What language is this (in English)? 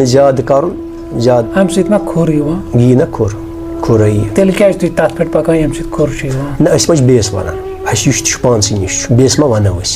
Kashmiri